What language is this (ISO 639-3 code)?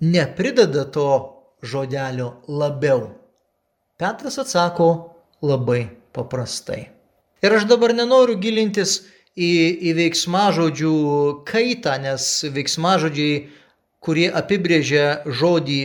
lit